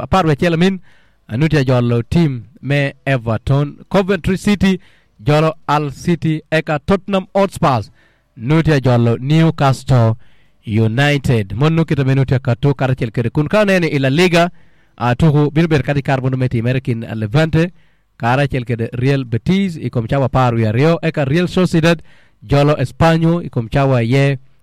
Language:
Acoli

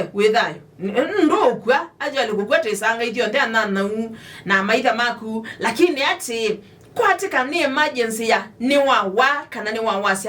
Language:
Kamba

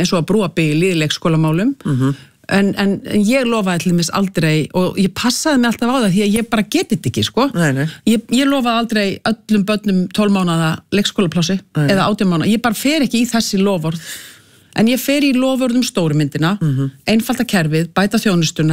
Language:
Icelandic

